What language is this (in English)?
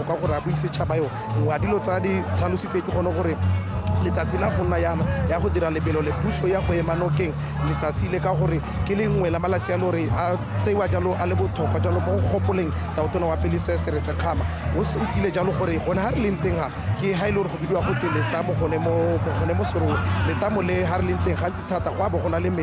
Tswana